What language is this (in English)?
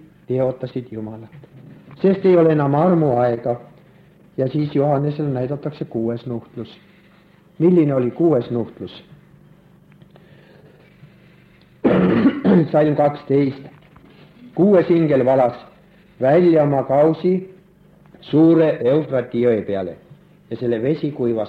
Estonian